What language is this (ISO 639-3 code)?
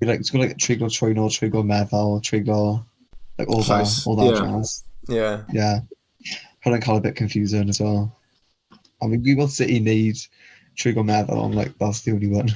cym